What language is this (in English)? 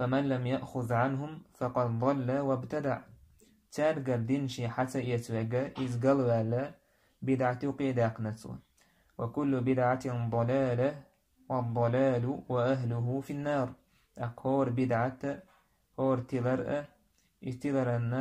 Chechen